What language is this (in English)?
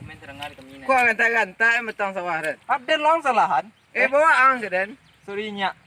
Minangkabau